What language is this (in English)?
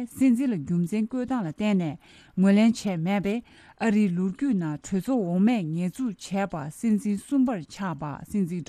Tibetan